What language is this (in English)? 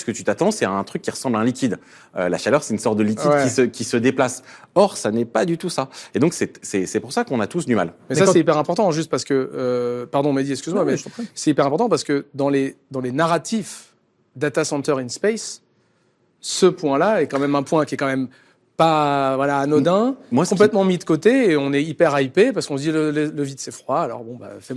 French